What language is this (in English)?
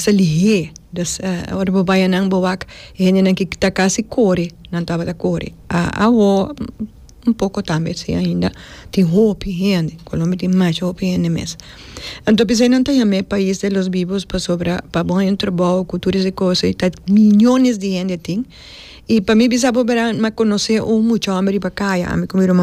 Papiamento